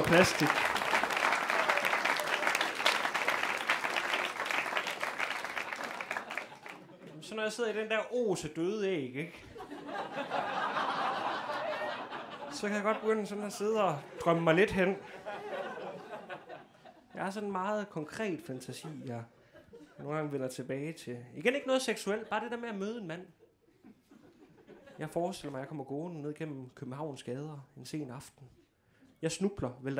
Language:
Danish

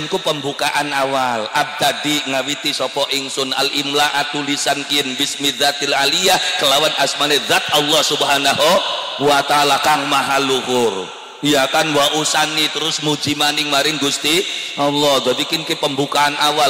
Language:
Javanese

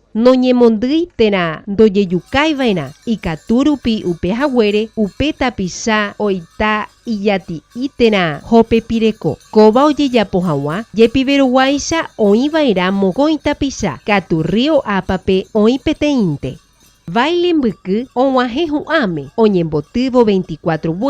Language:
Guarani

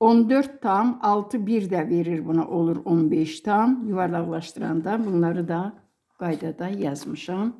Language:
Azerbaijani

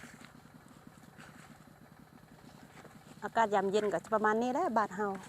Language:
Lao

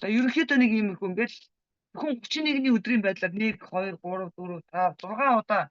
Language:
Mongolian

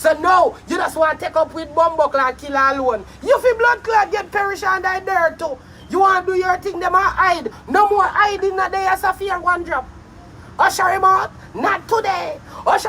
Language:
Jamaican Creole English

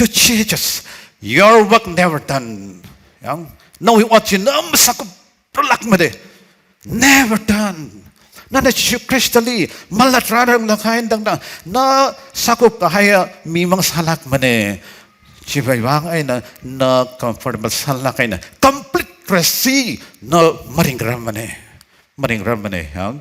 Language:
Tangkhul Naga (India)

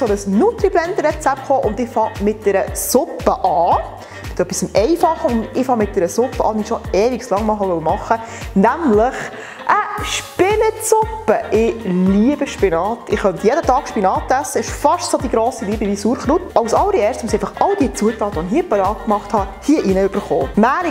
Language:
Swiss German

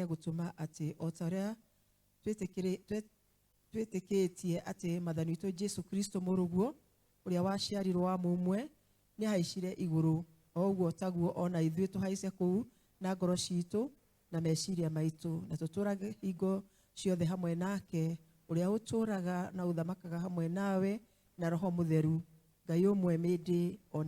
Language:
Kikuyu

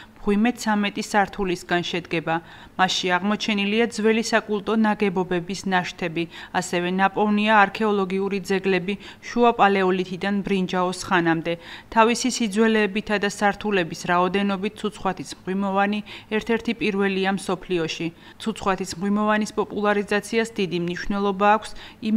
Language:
Georgian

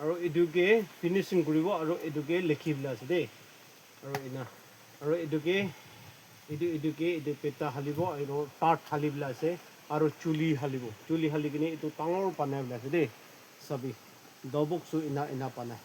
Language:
Naga Pidgin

